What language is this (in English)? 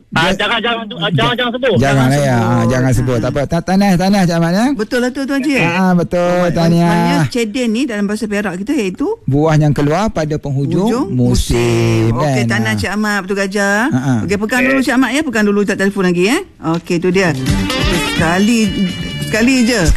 Malay